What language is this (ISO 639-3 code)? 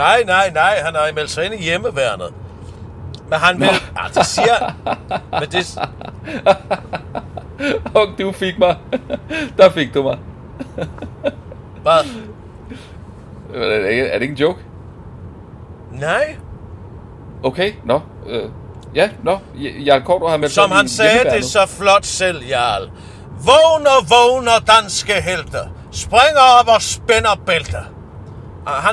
dan